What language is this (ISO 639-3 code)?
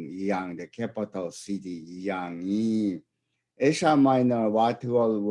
raw